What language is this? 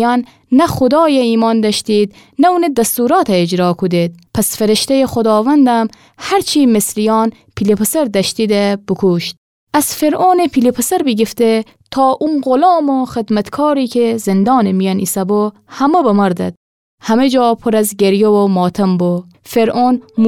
Gilaki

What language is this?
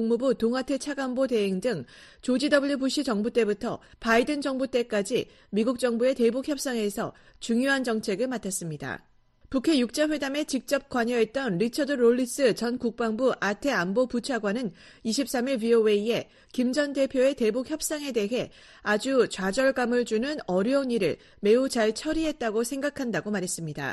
Korean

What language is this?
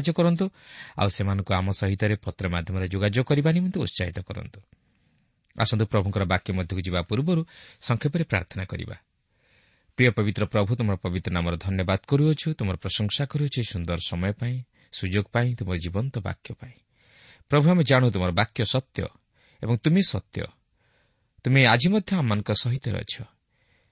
Odia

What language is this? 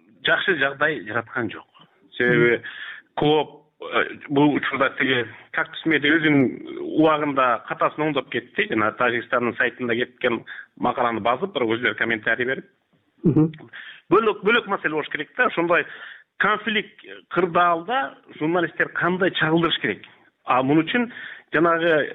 Kyrgyz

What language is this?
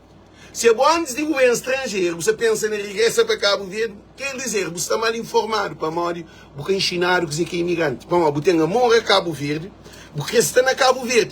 Kabuverdianu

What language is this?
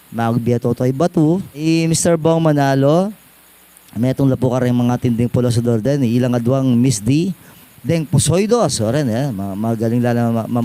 Pampanga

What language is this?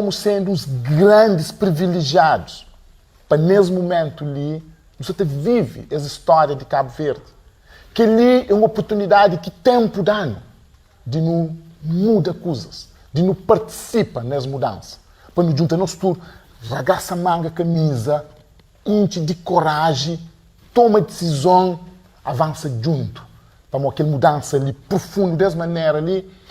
Kabuverdianu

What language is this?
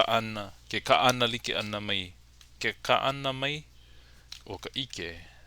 Hawaiian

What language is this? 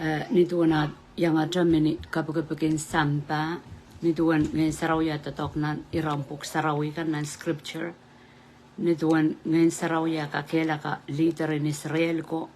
Pohnpeian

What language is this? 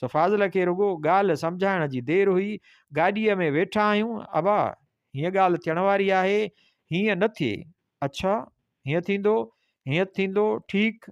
Sindhi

